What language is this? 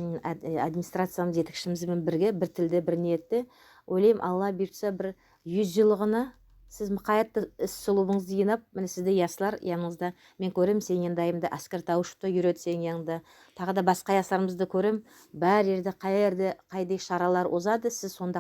Nogai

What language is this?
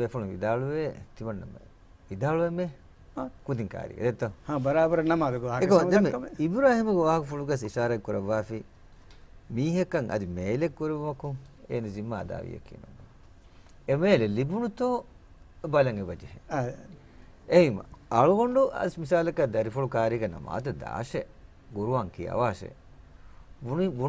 Divehi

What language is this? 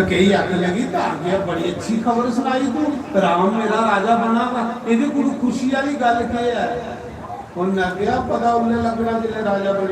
Dogri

